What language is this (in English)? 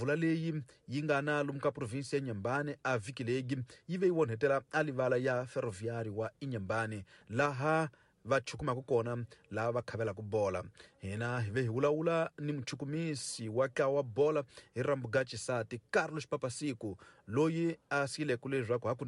Tsonga